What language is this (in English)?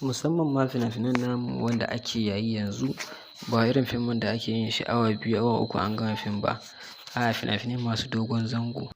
Hausa